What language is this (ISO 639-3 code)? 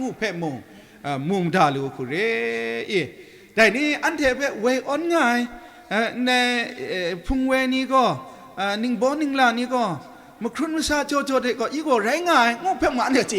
kac